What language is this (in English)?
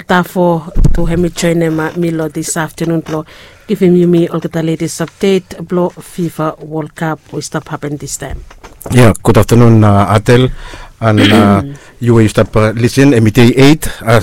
Bislama